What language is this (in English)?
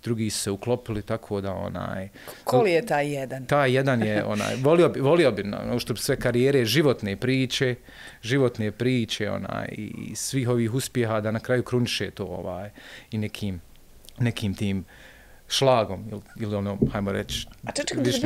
Bosnian